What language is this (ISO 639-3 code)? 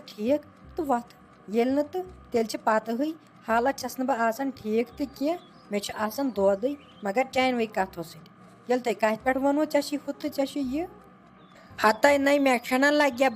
kas